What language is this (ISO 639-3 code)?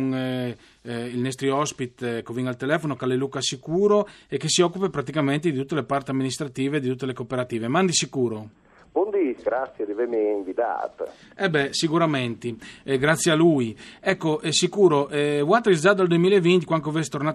fur